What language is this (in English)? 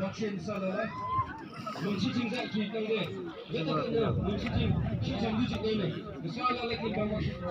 Yimchungru Naga